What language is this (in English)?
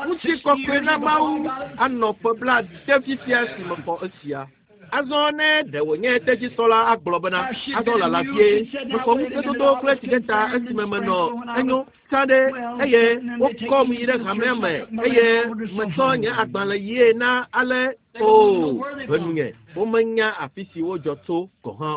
Ewe